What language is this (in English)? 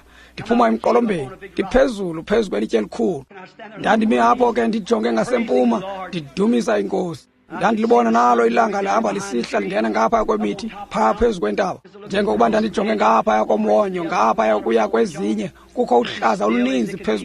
Xhosa